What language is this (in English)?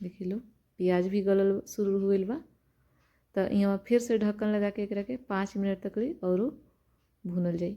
Bhojpuri